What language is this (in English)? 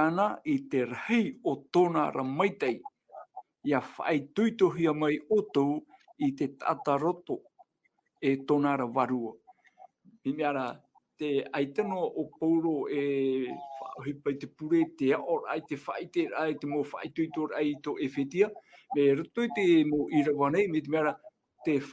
Tahitian